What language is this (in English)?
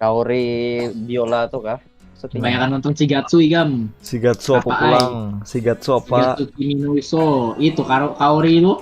Banjar